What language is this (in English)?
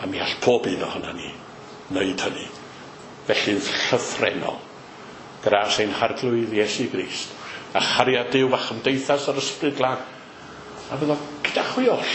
Welsh